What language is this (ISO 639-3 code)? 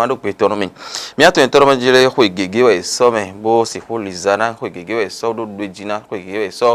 fon